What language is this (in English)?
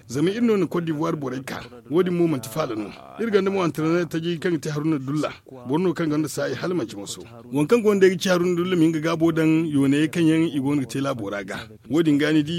Zarma